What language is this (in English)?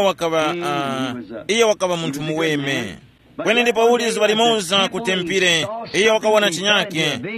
Tumbuka